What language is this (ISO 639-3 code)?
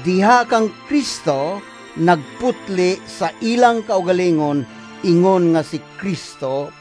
ceb